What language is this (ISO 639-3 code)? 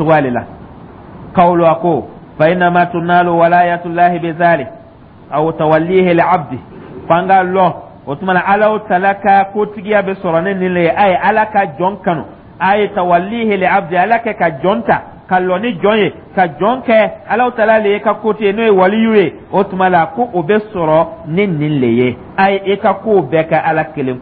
dyu